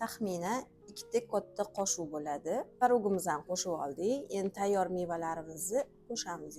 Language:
Uzbek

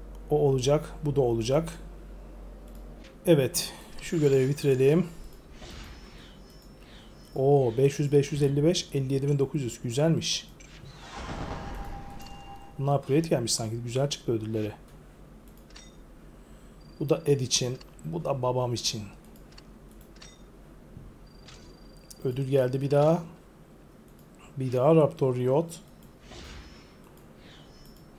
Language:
Turkish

